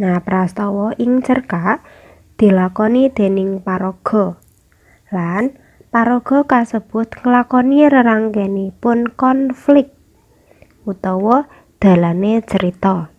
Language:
Javanese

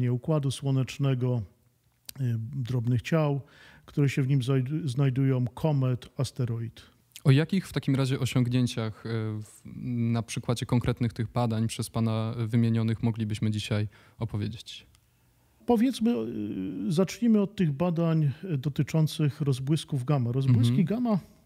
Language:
Polish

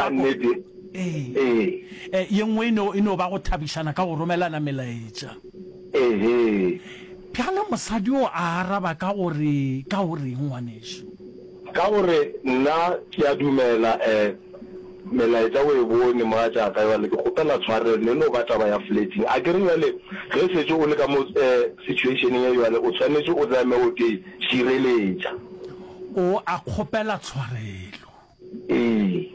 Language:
Northern Sotho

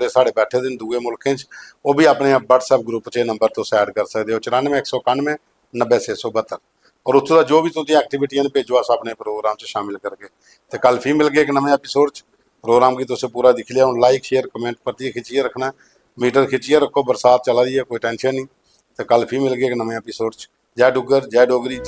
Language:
Dogri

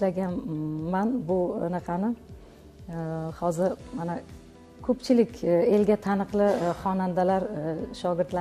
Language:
Uzbek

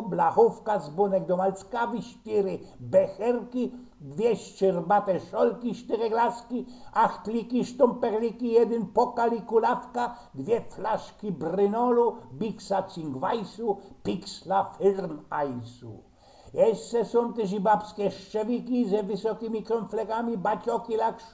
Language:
Silesian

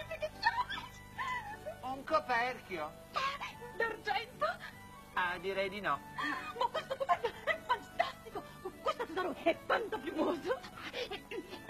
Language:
Italian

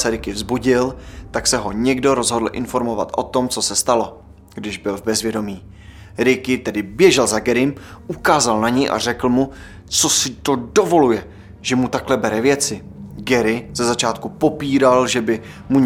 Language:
Czech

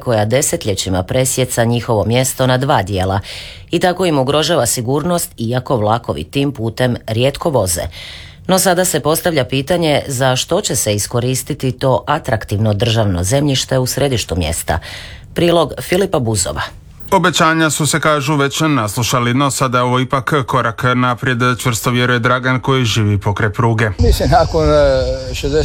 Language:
Croatian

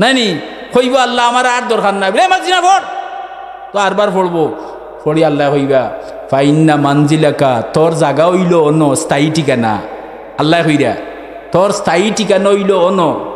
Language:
Sylheti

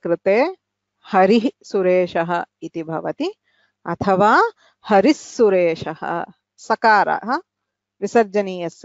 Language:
Sanskrit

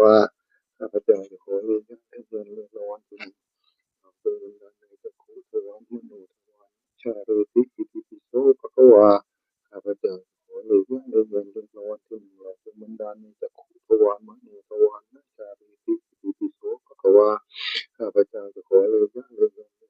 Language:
Northeastern Thai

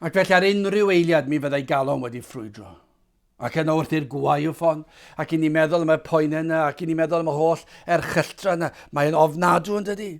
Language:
Welsh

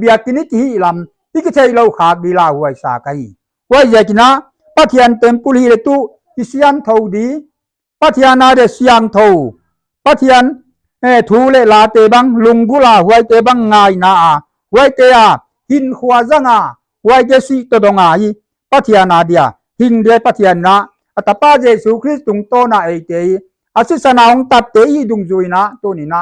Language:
Paite Chin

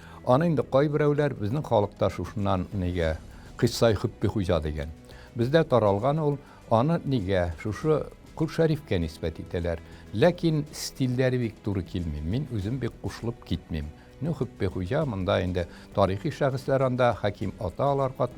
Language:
Tatar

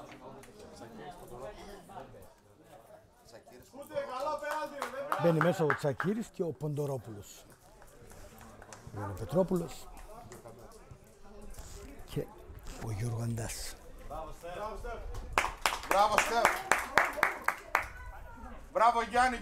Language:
Greek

